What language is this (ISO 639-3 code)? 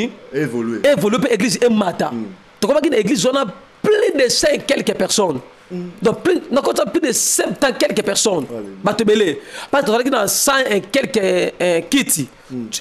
lin